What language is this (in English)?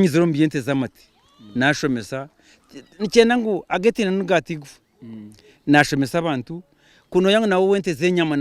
Nyankole